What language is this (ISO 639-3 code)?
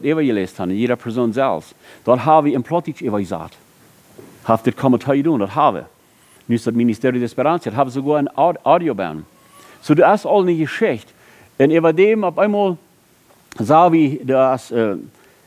pdt